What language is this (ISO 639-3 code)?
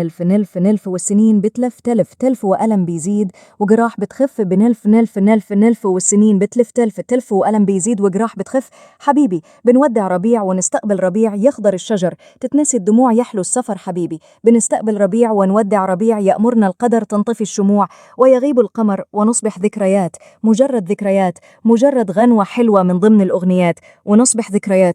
arz